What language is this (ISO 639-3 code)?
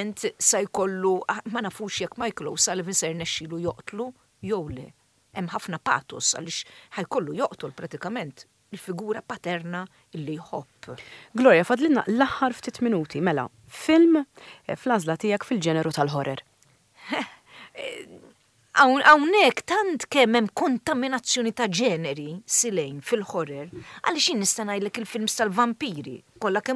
mlt